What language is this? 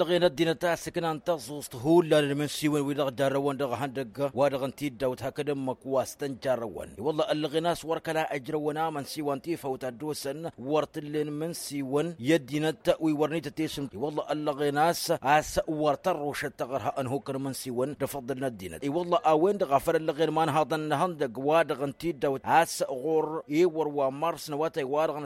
Tamasheq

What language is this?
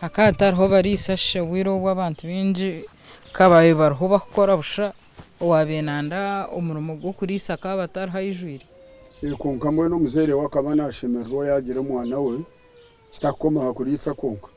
Nyankole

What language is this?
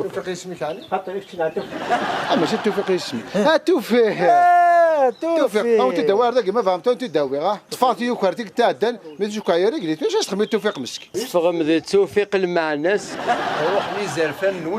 Kabyle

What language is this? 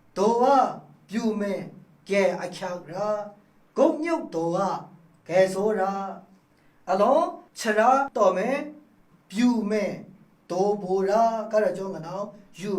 Maru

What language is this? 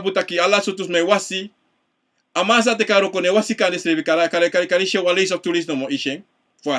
Sranan Tongo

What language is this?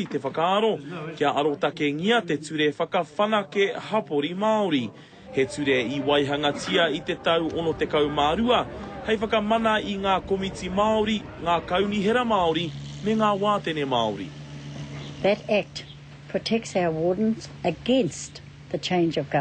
Māori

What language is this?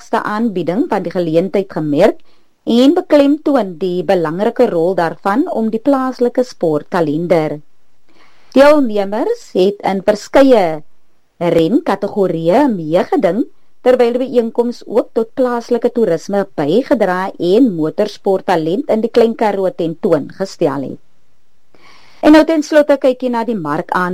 Afrikaans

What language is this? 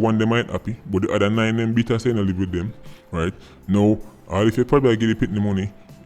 Jamaican Creole English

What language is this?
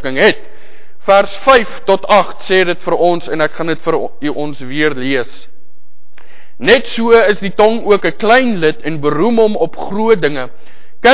Afrikaans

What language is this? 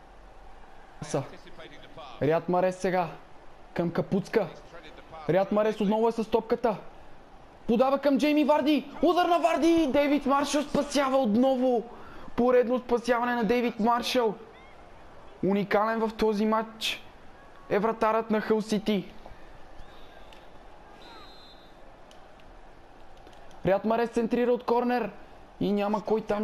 Bulgarian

